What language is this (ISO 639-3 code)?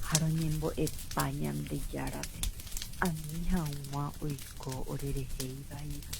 grn